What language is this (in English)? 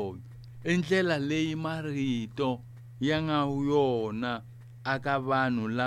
Tsonga